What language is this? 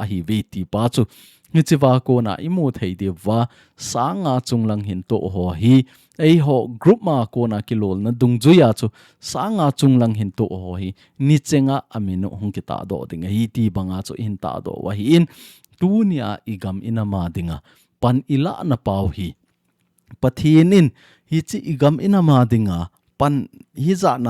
Thado Chin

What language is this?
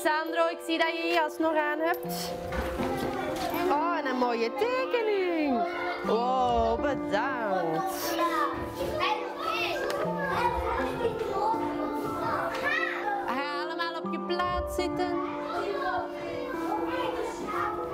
Dutch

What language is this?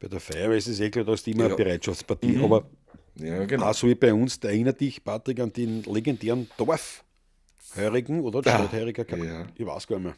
Bavarian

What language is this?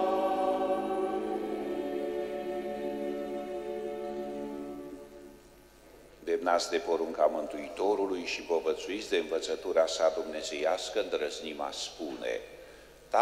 Romanian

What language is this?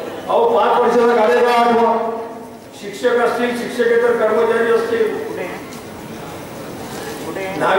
Marathi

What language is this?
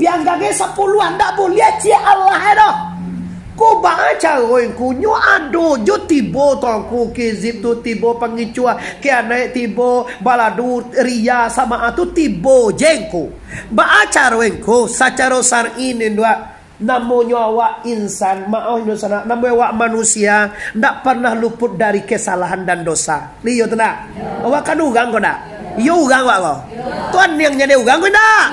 Minangkabau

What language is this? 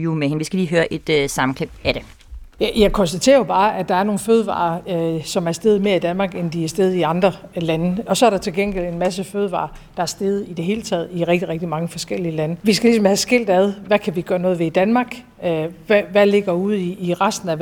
Danish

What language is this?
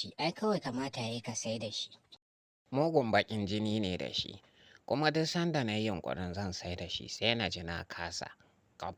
Hausa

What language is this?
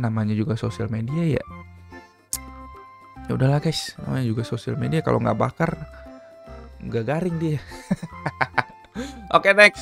Indonesian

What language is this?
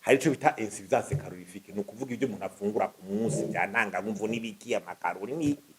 Rundi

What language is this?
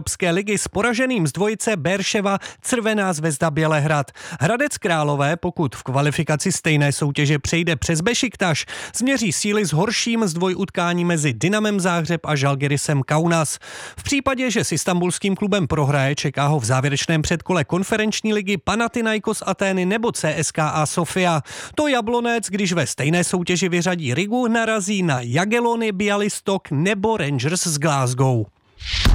Czech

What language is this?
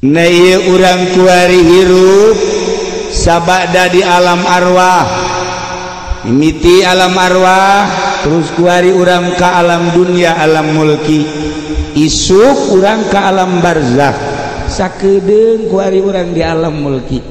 Sundanese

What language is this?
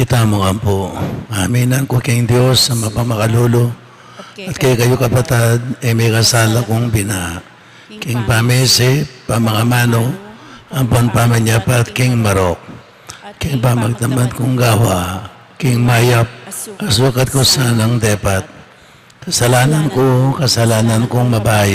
Pampanga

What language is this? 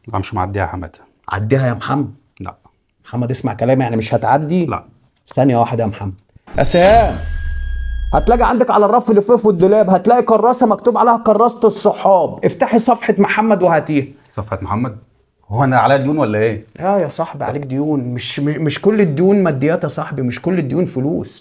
Egyptian Arabic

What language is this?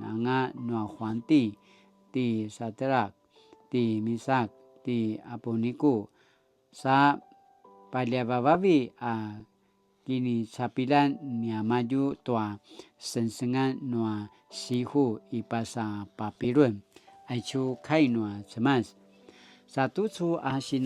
Paiwan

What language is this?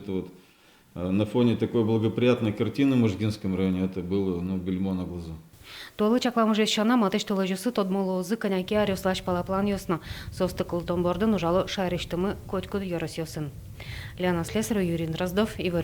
Udmurt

